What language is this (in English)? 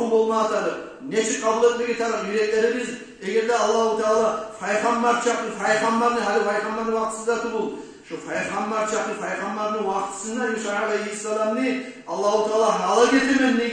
Kumyk